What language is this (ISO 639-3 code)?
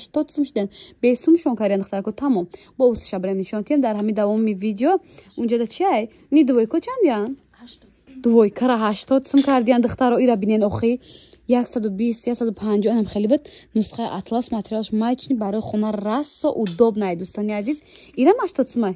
tgk